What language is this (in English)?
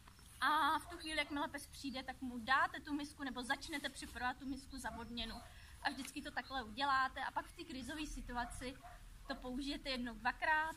Czech